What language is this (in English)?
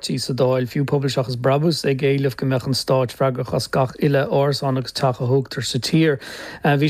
Irish